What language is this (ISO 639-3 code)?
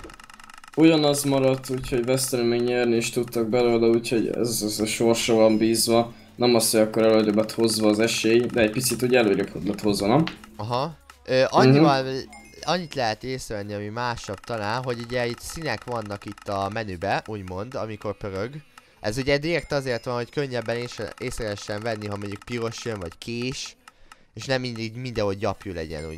hun